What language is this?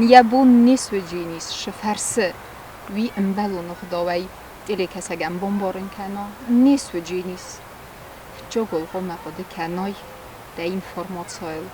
Ossetic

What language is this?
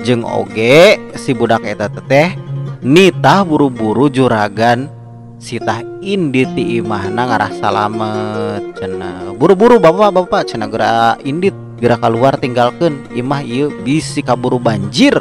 Sundanese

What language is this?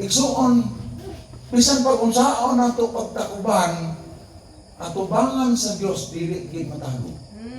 Cebuano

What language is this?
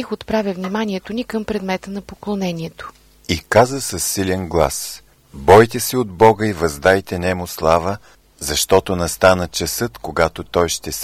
Bulgarian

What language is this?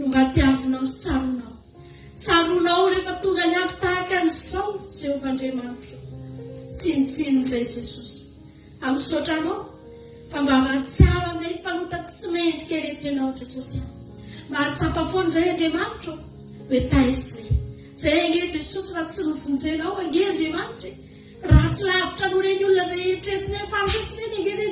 Malagasy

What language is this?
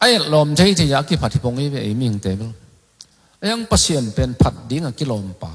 Tedim Chin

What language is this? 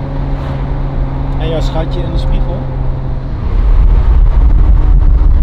Dutch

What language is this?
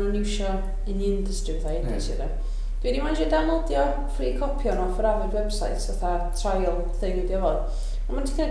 Welsh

